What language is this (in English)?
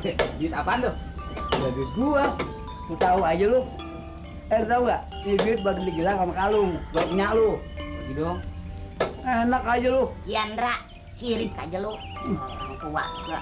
Betawi